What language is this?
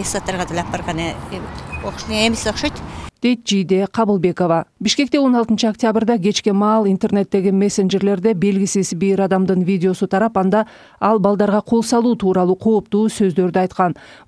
Kyrgyz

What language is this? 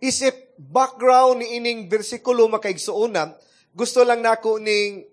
Cebuano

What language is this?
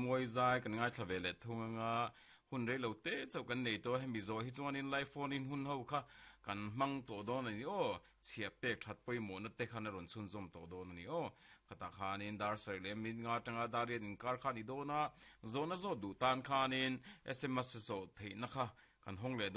Mizo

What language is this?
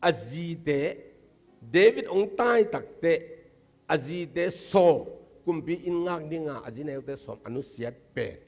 Tedim Chin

